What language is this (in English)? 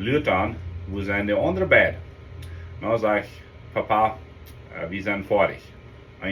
Plautdietsch